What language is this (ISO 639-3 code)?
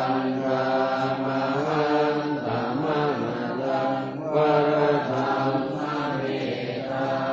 pli